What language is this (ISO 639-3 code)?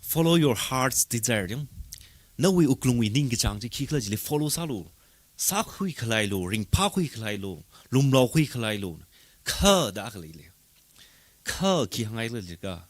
nmf